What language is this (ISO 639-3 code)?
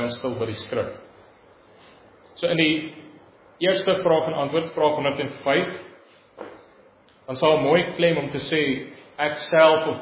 afr